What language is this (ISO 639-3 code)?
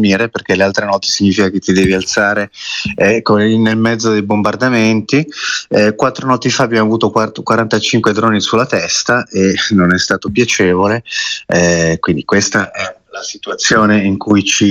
ita